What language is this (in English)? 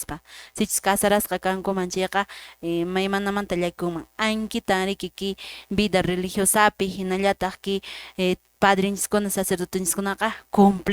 Quechua